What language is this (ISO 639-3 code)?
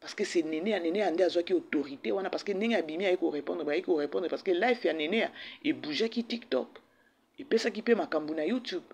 lin